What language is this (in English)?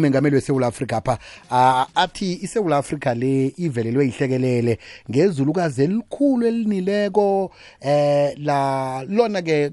South Ndebele